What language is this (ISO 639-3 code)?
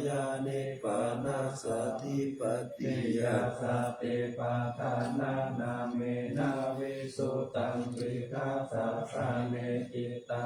pli